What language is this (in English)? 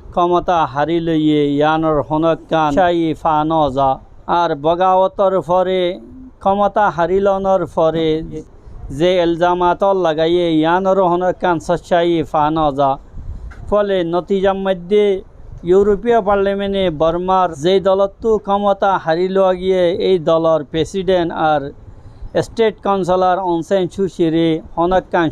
Rohingya